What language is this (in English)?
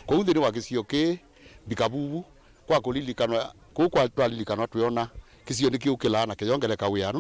Kamba